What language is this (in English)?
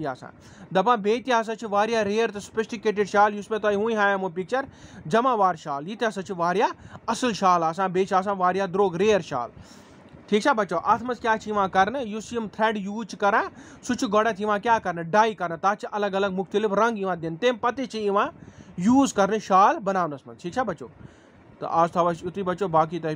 Kashmiri